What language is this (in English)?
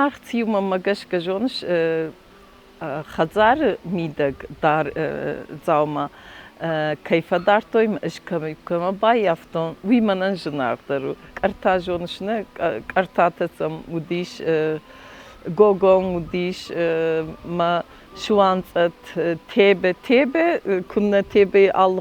Ossetic